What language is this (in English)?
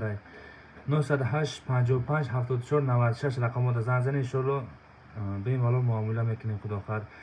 Tajik